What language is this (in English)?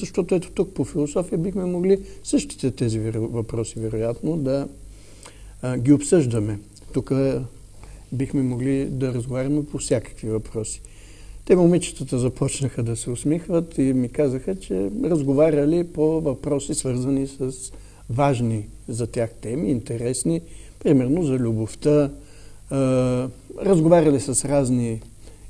Bulgarian